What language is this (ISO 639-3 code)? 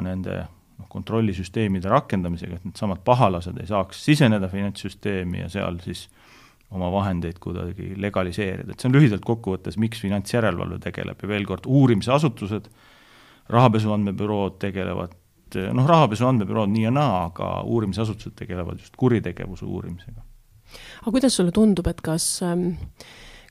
est